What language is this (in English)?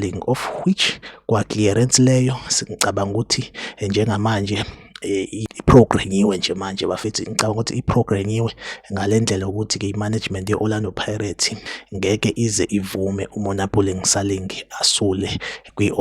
Zulu